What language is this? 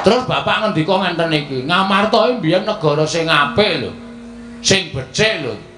Javanese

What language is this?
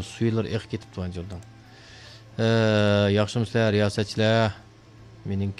Uyghur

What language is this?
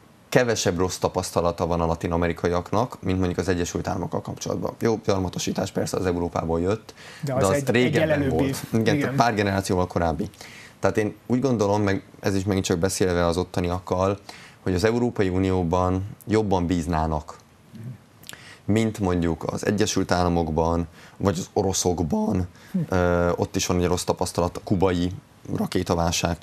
Hungarian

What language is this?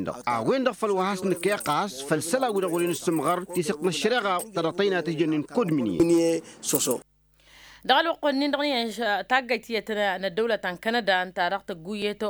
Tamasheq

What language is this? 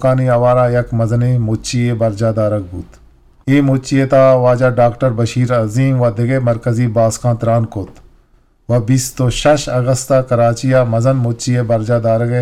Eastern Balochi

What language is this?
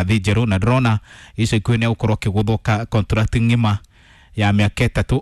Kikuyu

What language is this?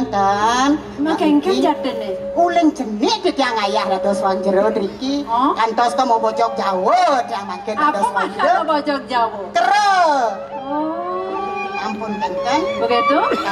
Balinese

